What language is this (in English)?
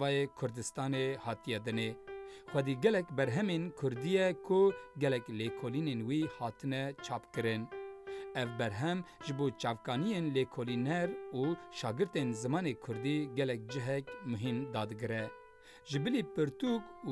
Kurdish